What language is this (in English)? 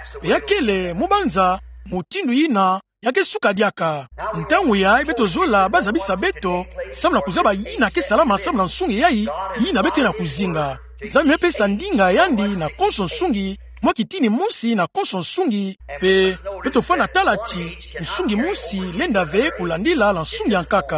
Kituba (Democratic Republic of Congo)